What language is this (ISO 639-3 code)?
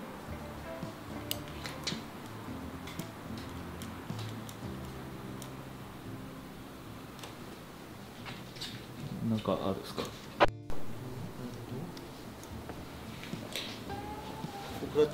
jpn